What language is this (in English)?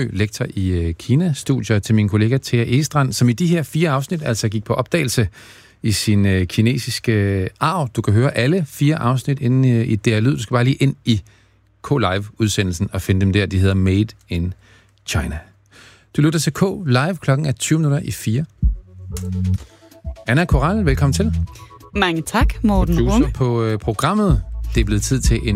Danish